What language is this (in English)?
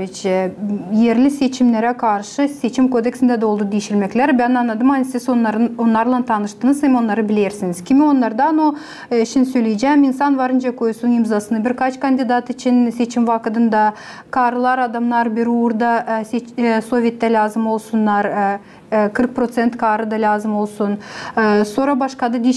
Gagauz